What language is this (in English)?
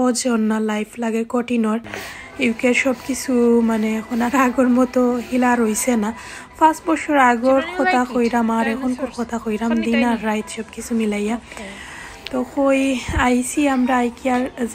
Sylheti